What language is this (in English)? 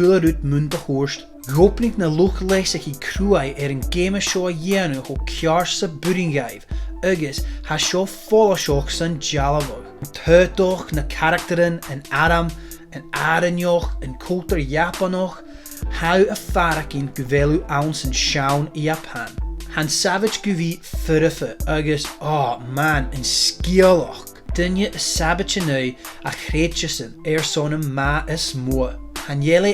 Scottish Gaelic